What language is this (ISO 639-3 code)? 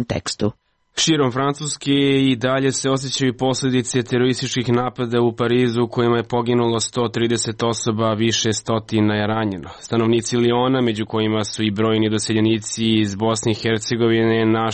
srp